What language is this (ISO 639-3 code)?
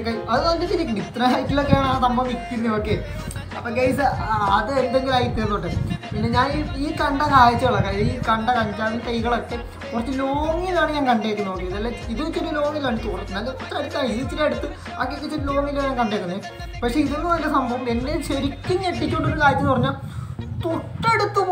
mal